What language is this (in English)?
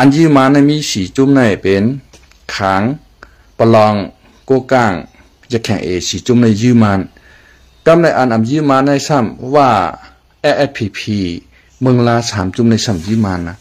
Shan